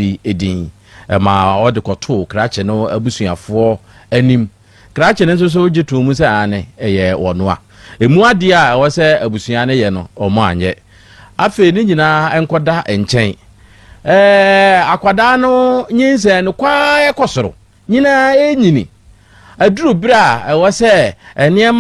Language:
Akan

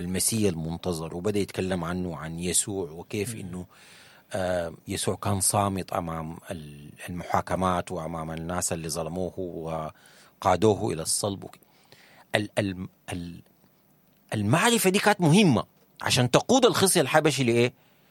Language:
Sudanese Arabic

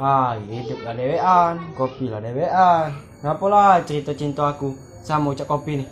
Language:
Musi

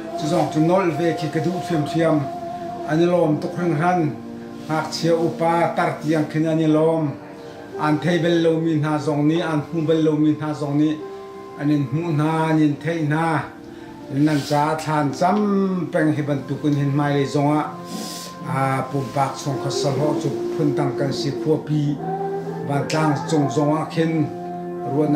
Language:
Hakha Chin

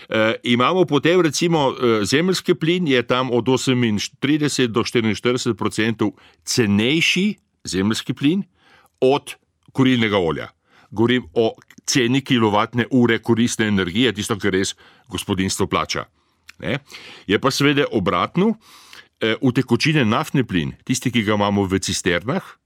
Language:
Slovenian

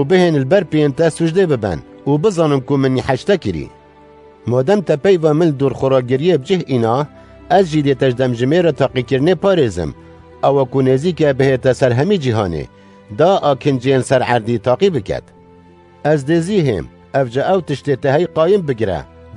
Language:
Kurdish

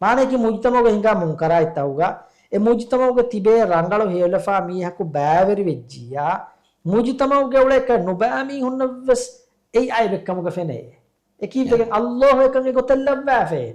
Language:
Divehi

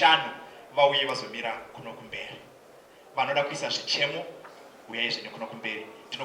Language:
Shona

